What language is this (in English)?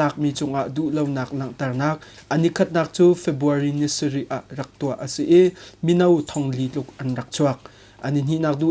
Hakha Chin